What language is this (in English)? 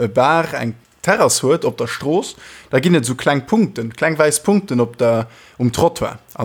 Luxembourgish